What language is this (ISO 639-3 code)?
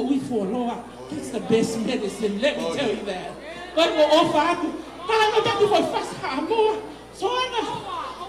ton